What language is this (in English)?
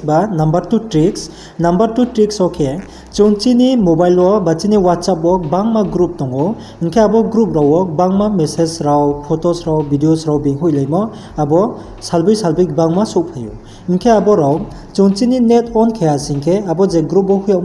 Riang (India)